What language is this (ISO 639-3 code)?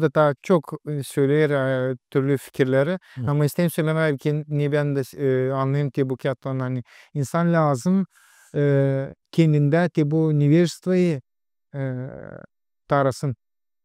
gag